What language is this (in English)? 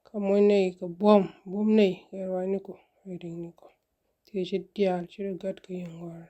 Nuer